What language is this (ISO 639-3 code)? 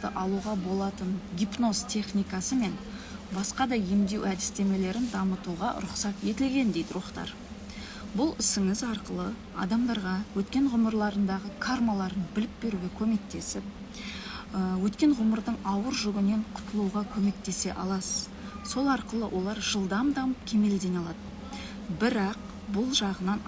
kaz